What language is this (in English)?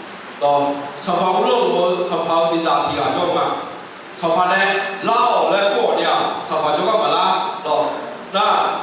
Akha